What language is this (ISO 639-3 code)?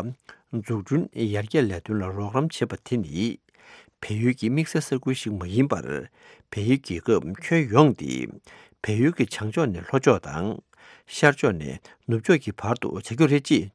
bod